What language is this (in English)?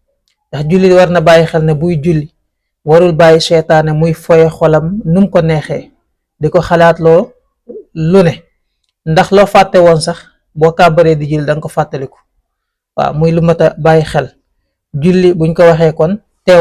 Wolof